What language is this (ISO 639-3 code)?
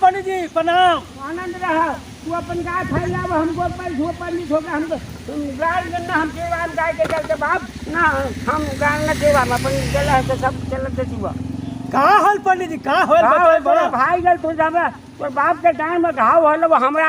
mag